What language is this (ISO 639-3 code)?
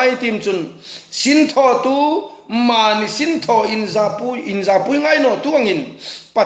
hmr